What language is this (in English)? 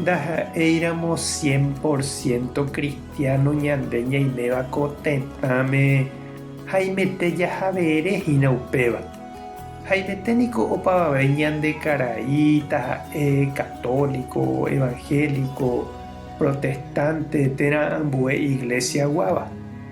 Guarani